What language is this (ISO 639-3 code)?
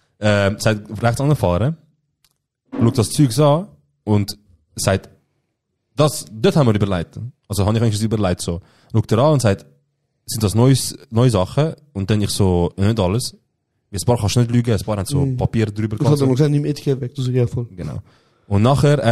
gsw